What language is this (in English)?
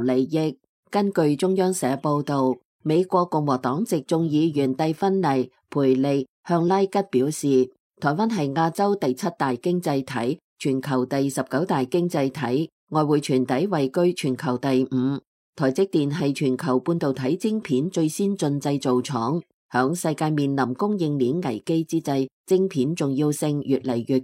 Cantonese